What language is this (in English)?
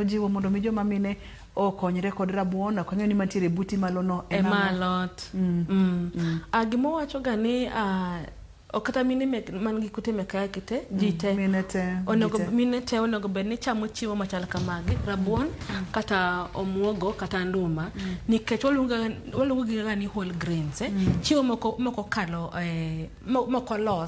Luo (Kenya and Tanzania)